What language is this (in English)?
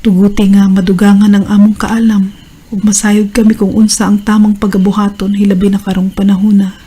Cebuano